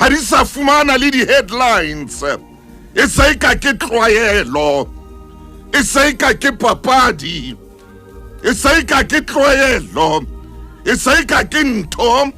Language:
Southern Sotho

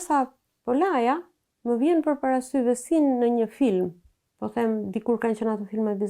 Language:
Albanian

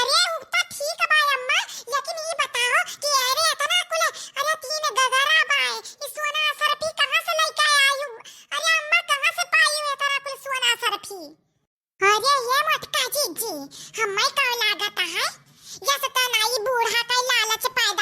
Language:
Awadhi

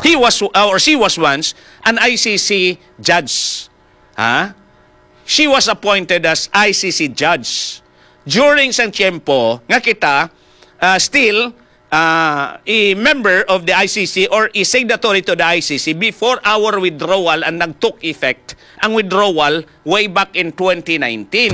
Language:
Hiligaynon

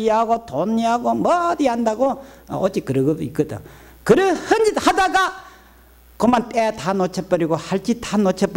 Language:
Korean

